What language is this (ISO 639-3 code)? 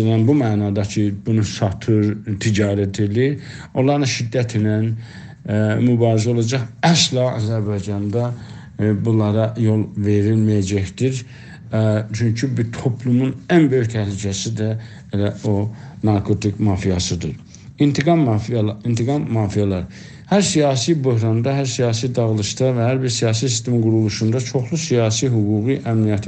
azb